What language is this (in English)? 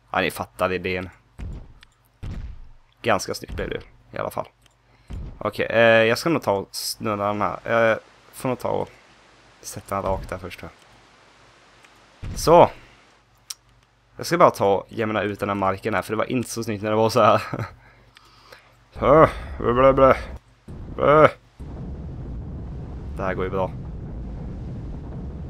Swedish